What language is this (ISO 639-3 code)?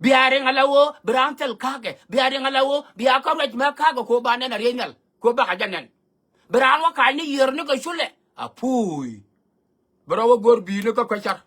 nus